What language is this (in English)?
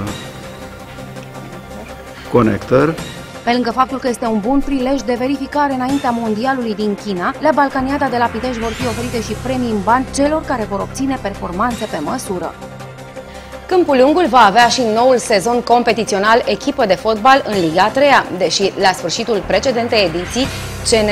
Romanian